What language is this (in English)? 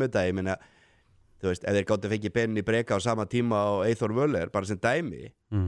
Icelandic